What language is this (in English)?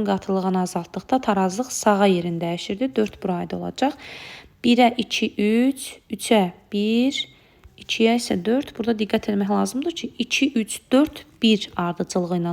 Azerbaijani